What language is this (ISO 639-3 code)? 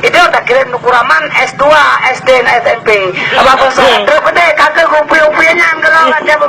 ace